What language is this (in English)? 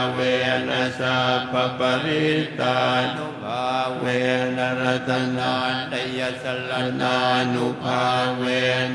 Pali